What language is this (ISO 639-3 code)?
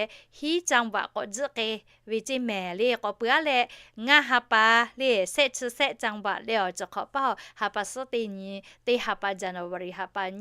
lhu